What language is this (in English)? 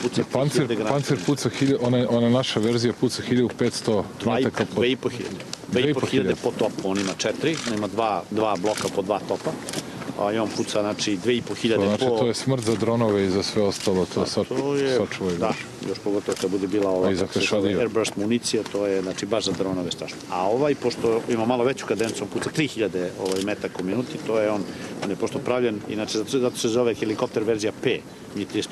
Serbian